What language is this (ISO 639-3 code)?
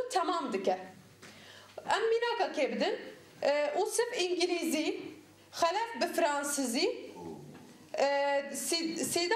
kur